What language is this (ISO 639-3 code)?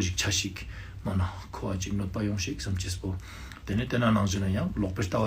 lbj